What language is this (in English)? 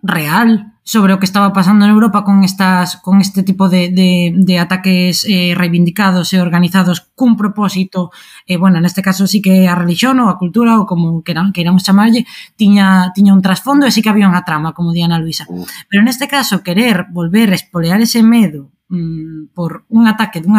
Galician